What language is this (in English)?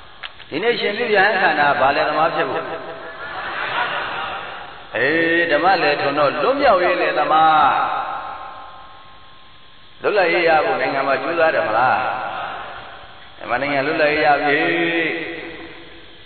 Burmese